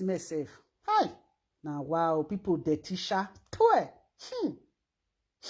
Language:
Nigerian Pidgin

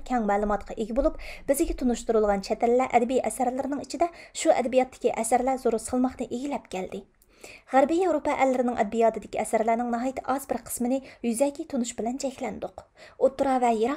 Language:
Uyghur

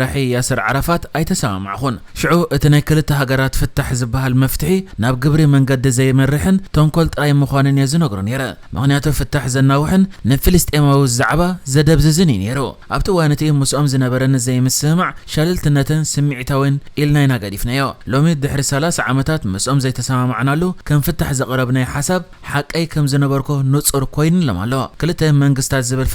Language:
Tigrinya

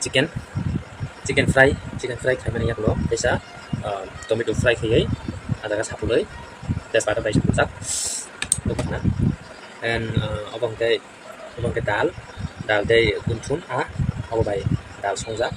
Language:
Kok Borok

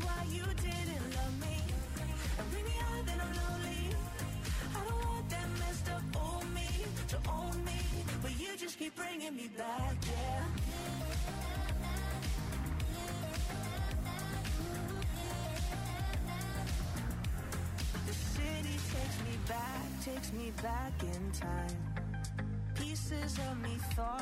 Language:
English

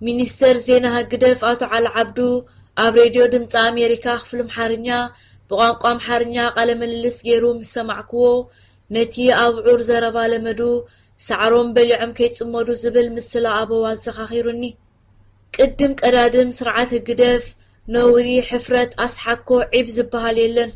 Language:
Tigrinya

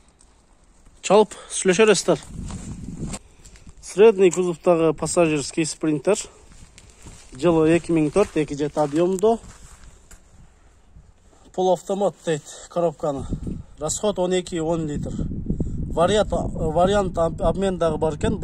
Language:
Kyrgyz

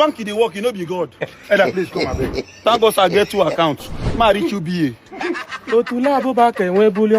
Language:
Nigerian Pidgin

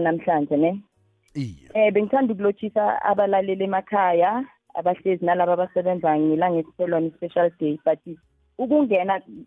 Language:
South Ndebele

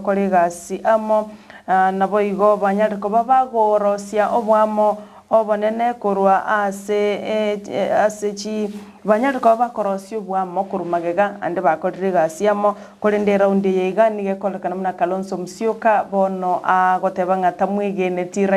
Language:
Gusii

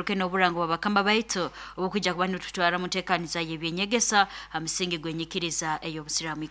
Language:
Nyoro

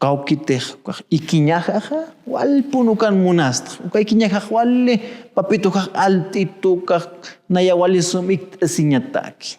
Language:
Aymara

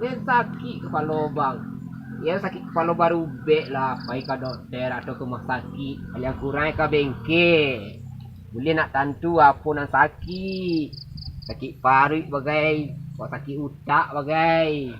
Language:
Minangkabau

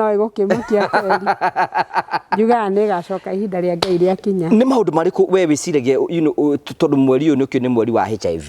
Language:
Kikuyu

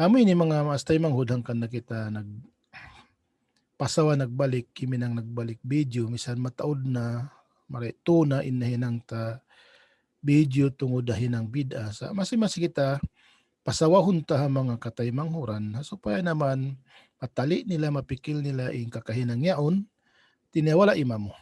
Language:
Tausug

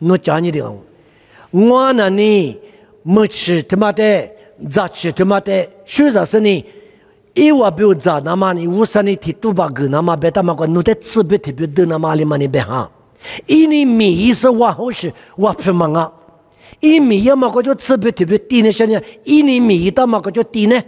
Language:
Lisu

